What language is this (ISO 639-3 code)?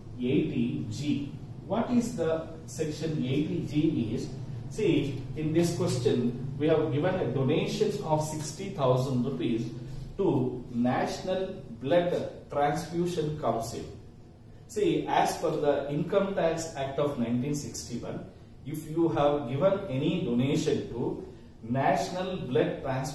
eng